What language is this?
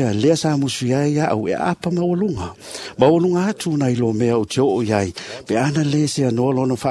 Samoan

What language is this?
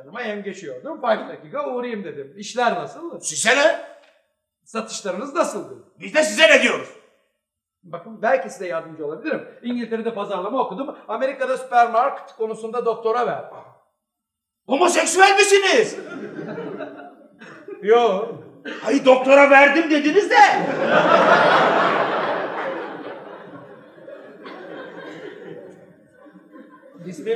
Turkish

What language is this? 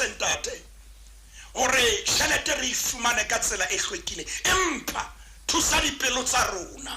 Southern Sotho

